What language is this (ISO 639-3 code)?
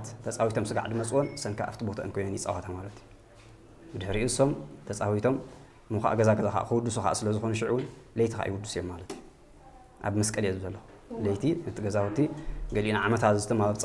tir